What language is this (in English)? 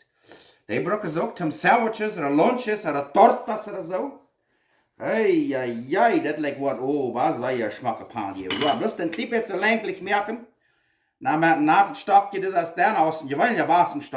Plautdietsch